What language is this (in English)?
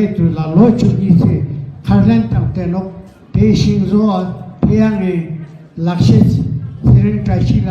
Ladakhi